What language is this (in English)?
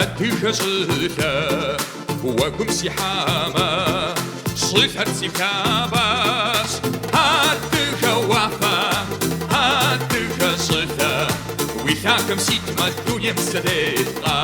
Kabardian